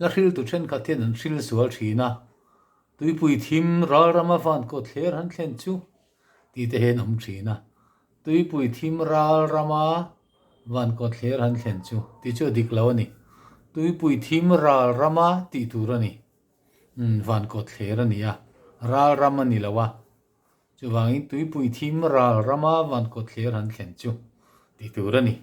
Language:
Mizo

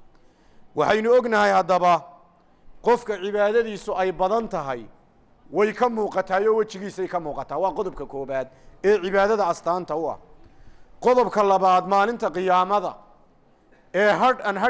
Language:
Somali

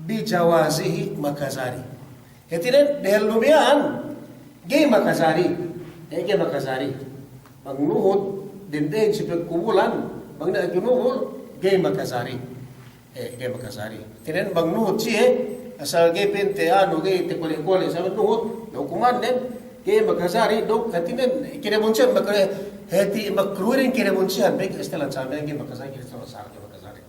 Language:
Yakan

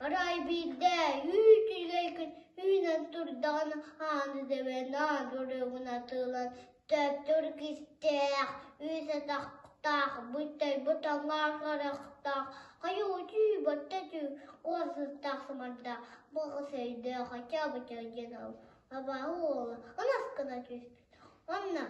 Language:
Yakut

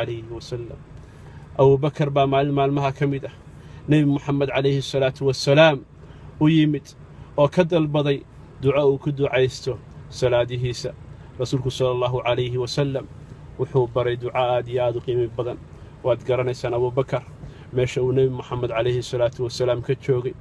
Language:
Somali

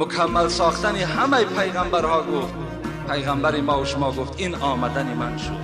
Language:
Tajik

